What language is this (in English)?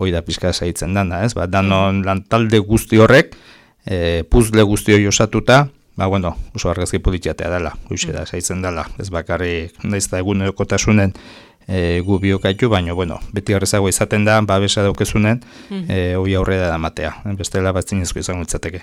Basque